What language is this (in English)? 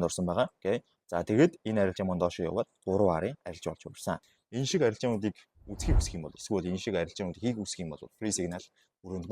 Mongolian